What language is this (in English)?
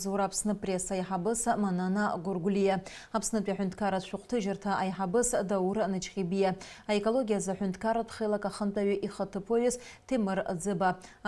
Abkhazian